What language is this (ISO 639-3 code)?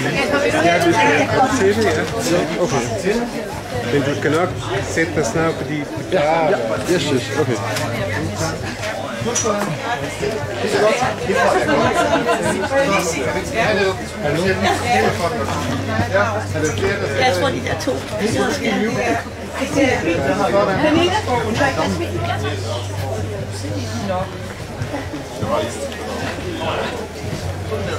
dan